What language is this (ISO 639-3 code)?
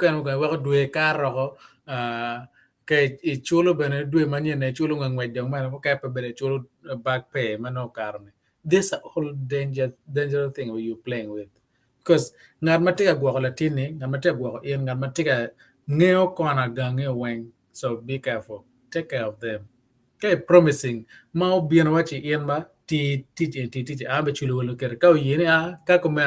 ach